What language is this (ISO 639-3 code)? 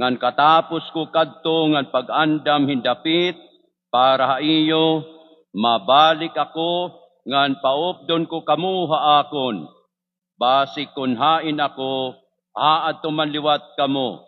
war